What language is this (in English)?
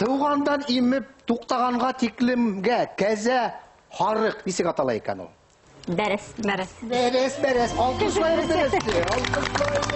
Bashkir